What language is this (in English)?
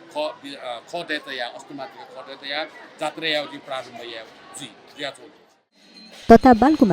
Newari